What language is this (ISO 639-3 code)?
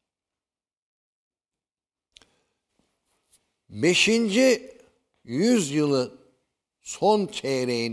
tur